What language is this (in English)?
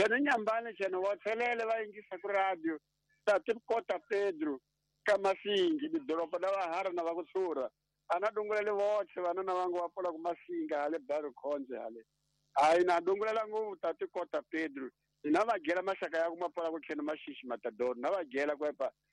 Tsonga